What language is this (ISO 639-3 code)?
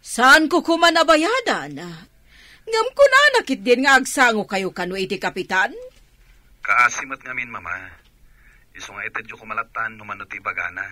ilo